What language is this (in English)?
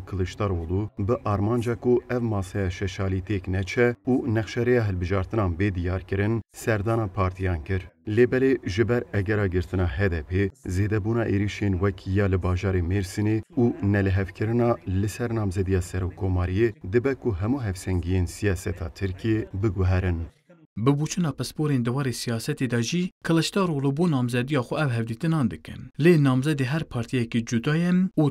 Kurdish